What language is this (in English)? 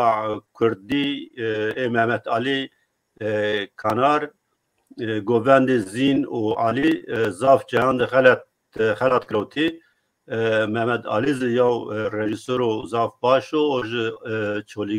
Zaza